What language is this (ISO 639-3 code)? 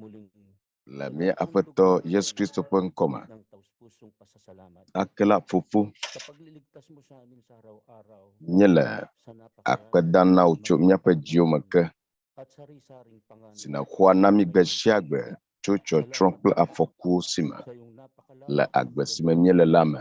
ewe